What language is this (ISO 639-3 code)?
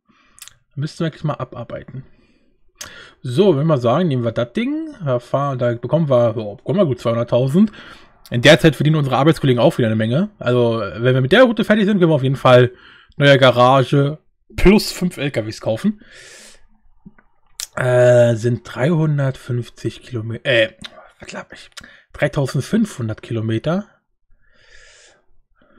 deu